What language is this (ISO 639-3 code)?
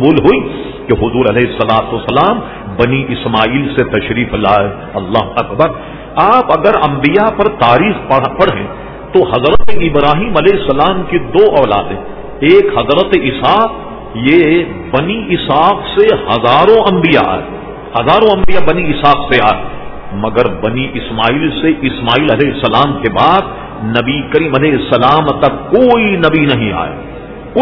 urd